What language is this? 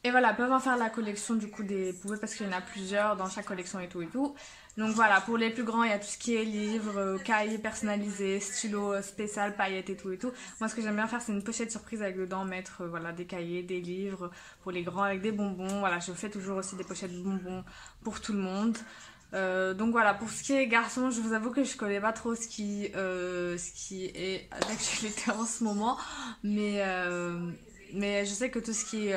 French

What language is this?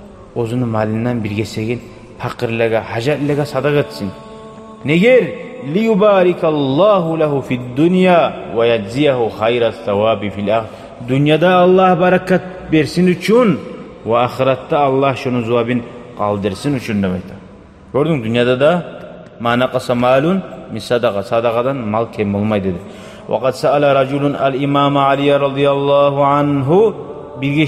Kumyk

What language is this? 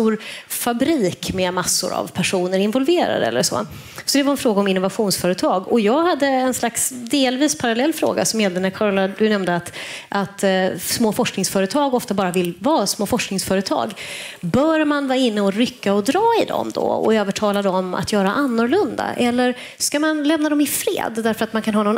Swedish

